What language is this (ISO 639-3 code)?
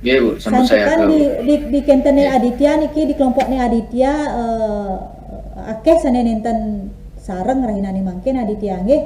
ban